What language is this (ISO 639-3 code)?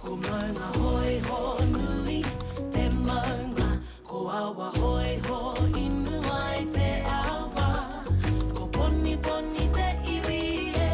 mri